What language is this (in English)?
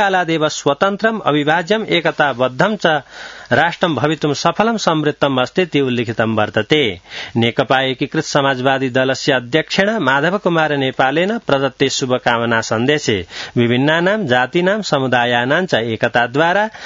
Sanskrit